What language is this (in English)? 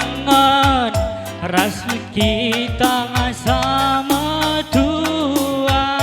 Batak Karo